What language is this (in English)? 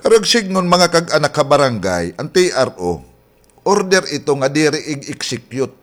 Waray